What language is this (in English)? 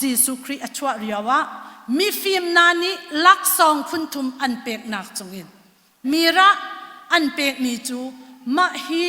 Hakha Chin